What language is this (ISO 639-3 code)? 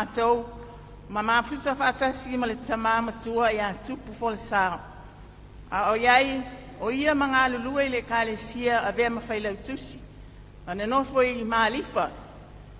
smo